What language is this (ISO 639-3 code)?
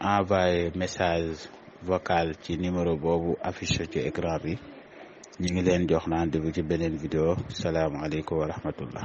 wol